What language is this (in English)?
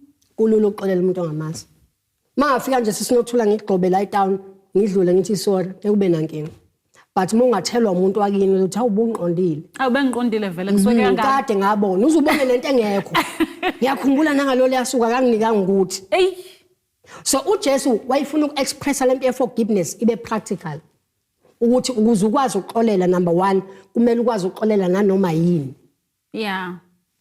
Zulu